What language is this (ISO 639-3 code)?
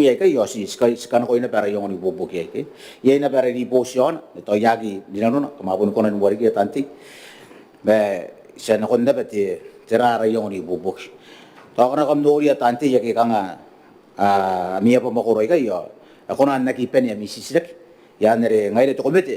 gil